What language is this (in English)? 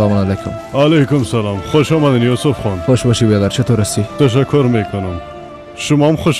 Persian